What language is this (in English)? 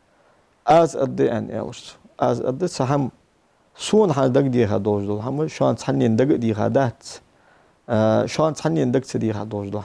Ingush